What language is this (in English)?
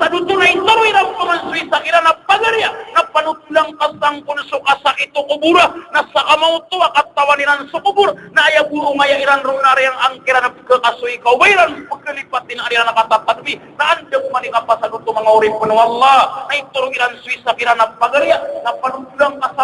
Maranao